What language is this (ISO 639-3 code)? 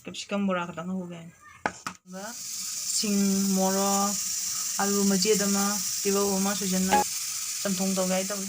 mni